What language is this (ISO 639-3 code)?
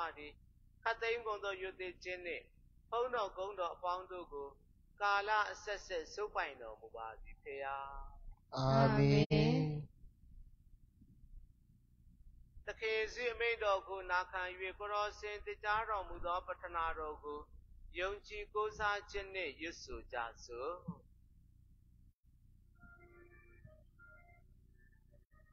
mya